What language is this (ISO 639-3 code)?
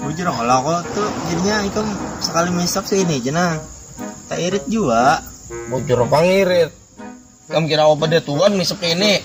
bjn